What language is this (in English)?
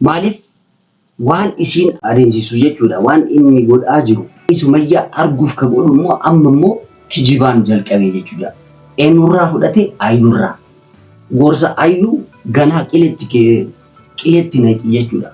Oromo